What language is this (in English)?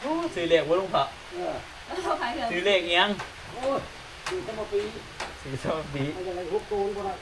Northeastern Thai